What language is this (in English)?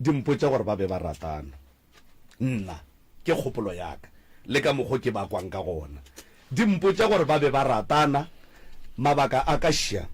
Northern Sotho